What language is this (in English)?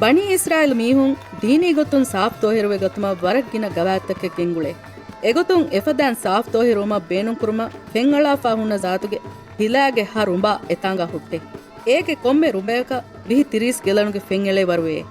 Divehi